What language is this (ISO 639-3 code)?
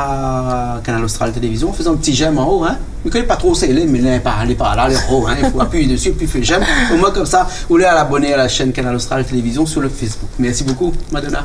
rcf